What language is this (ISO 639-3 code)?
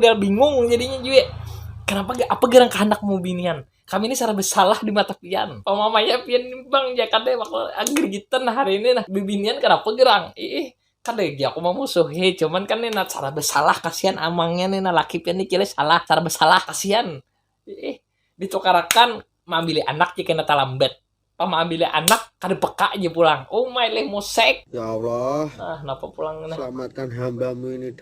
bjn